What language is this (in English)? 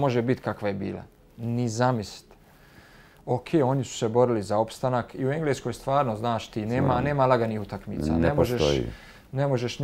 Bosnian